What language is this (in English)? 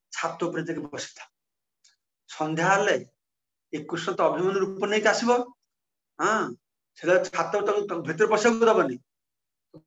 Odia